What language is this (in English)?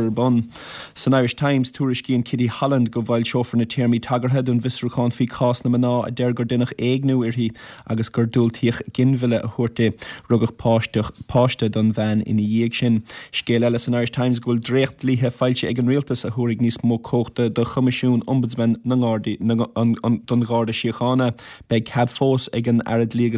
Irish